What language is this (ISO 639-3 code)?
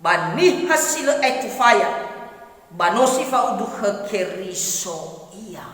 nia